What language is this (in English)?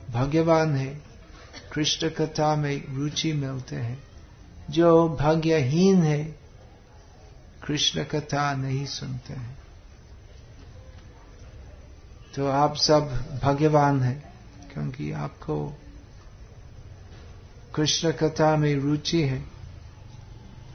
Hindi